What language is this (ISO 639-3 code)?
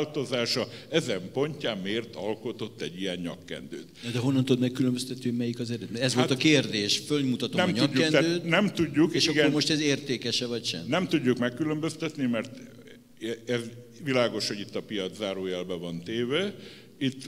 hun